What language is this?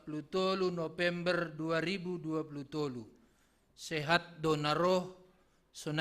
Batak Simalungun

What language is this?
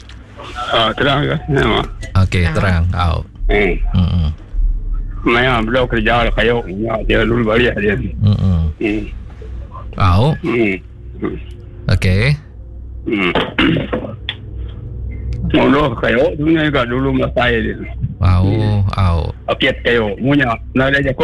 Iban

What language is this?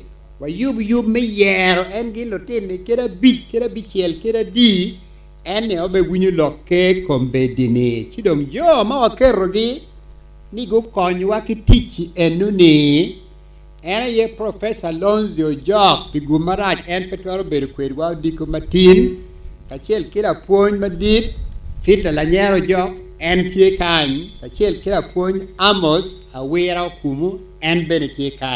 Acoli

